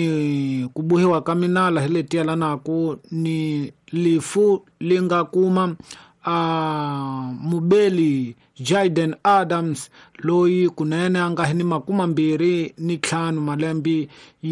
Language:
Tsonga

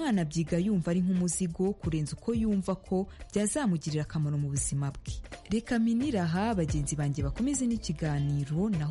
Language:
Kinyarwanda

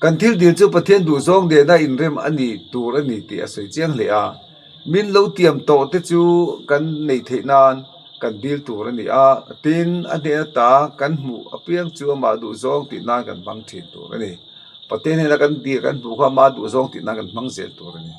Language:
Mizo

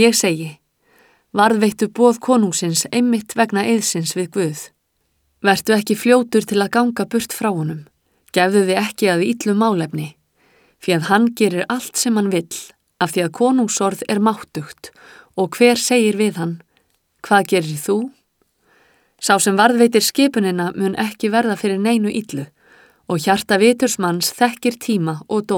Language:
Icelandic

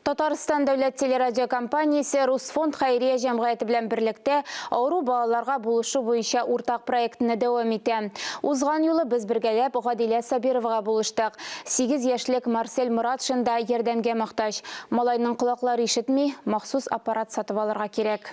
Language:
Tatar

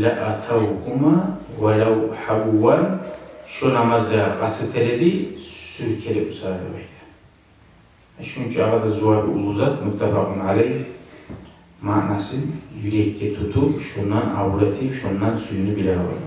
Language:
Kumyk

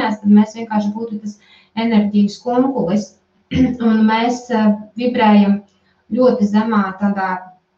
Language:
Latvian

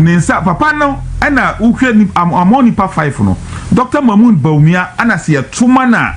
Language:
Akan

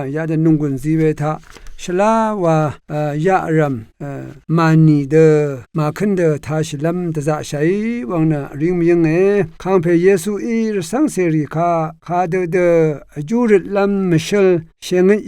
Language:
Rawang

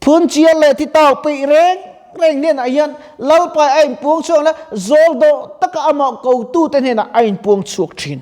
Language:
Mizo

